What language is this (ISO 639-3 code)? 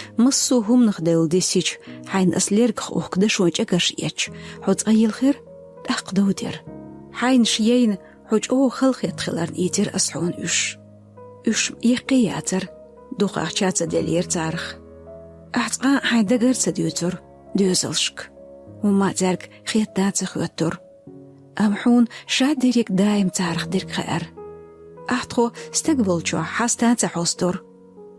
che